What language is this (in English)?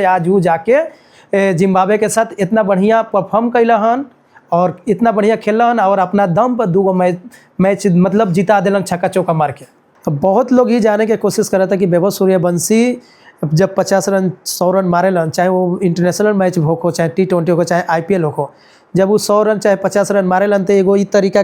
Bhojpuri